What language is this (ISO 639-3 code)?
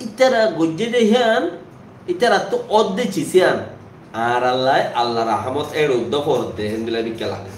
rhg